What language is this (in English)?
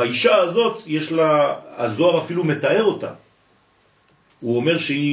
Hebrew